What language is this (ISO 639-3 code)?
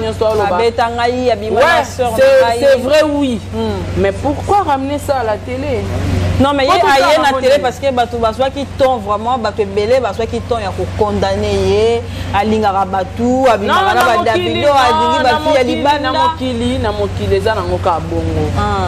lin